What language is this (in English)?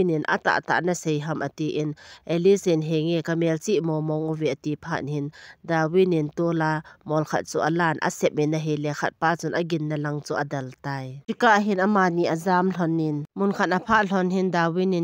Thado Chin